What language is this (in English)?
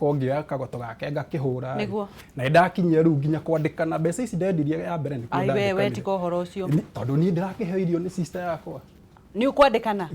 Kikuyu